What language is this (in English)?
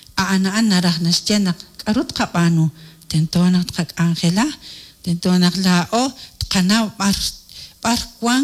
Kekchí